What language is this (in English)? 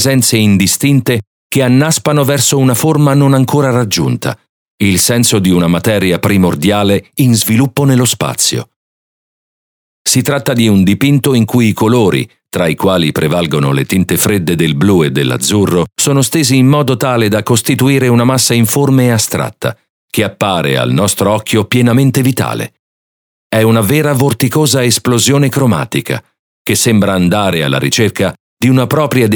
Italian